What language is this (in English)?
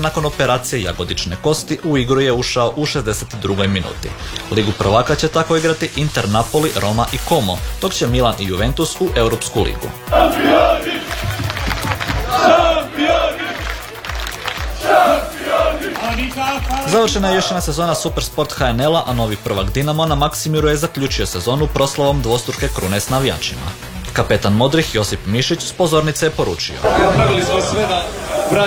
Croatian